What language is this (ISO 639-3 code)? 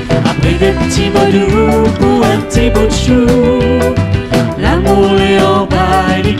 rcf